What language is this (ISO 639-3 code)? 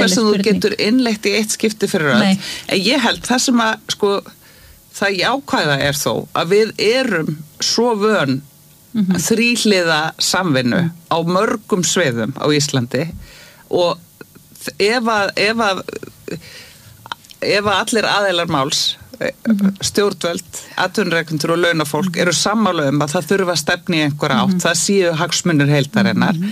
isl